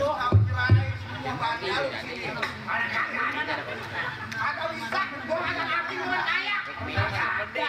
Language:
Betawi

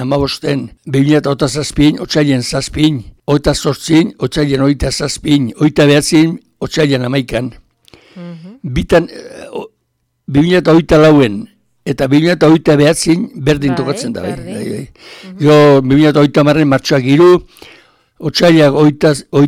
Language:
Basque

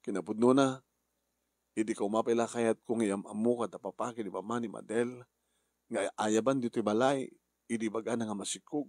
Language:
Iloko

